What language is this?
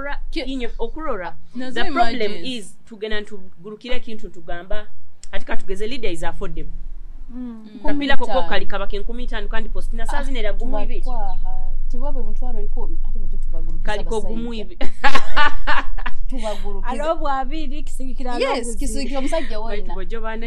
Nyoro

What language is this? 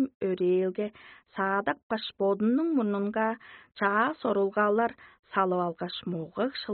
Tuvinian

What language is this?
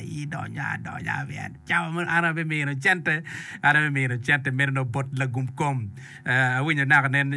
Acoli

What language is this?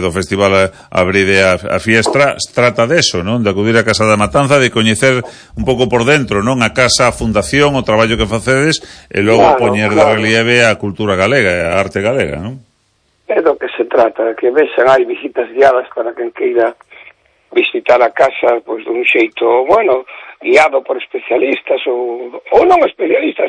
Galician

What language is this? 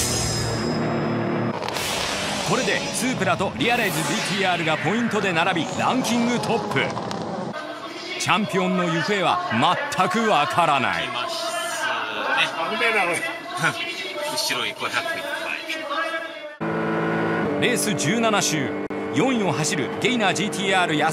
Japanese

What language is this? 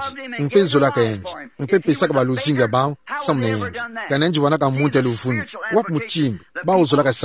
Kituba (Democratic Republic of Congo)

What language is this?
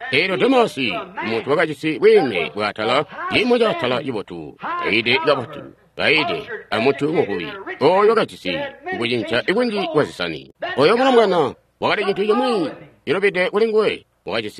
Tonga (Zambia)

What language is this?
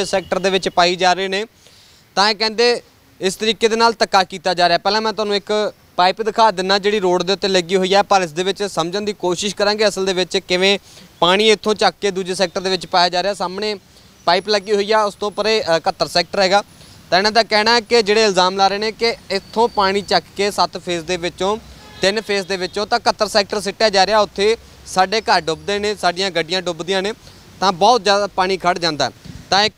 Punjabi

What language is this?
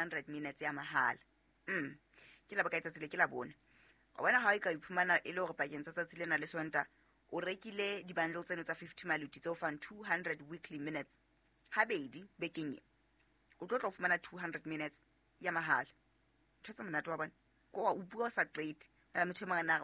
Southern Sotho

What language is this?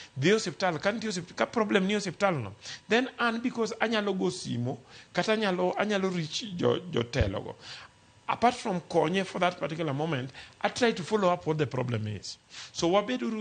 Luo (Kenya and Tanzania)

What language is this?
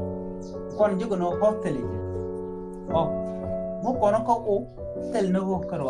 Nuer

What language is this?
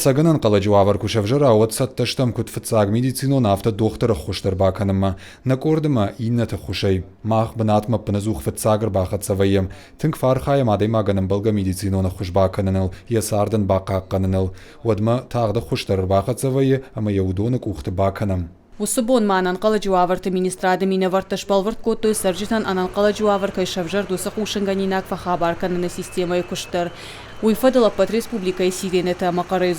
Ossetic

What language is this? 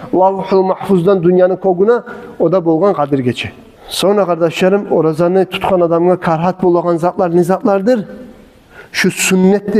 Kumyk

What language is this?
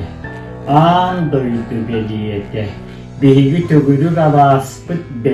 Yakut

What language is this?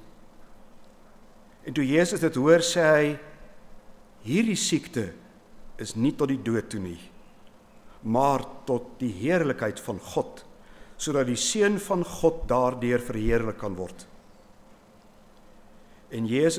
Afrikaans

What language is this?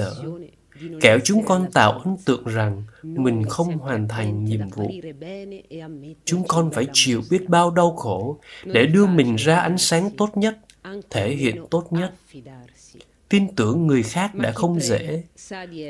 Vietnamese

